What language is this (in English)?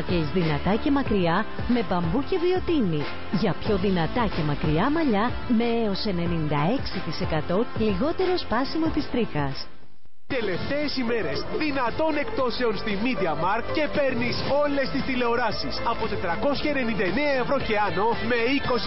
Greek